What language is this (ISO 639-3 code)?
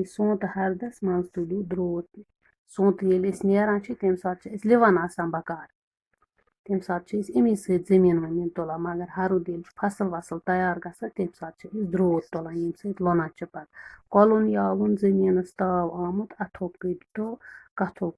kas